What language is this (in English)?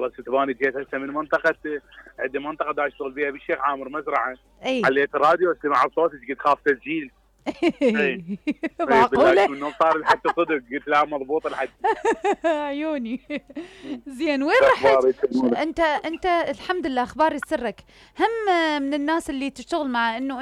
Mesopotamian Arabic